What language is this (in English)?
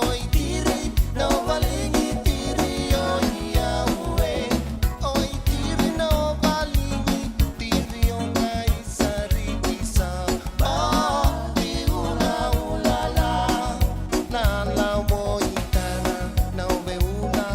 Fijian